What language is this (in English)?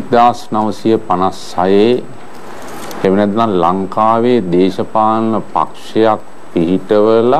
Sinhala